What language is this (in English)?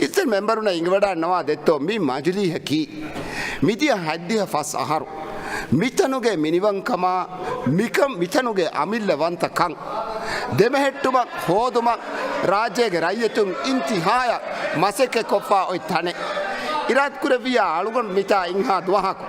Divehi